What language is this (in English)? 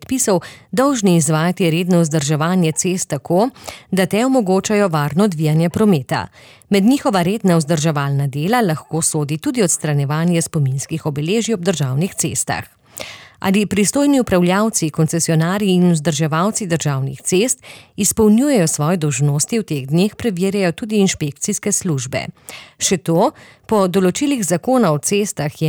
Slovenian